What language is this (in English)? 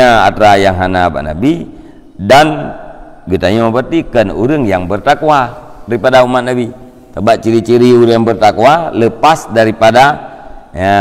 Achinese